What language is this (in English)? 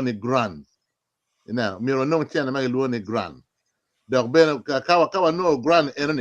Acoli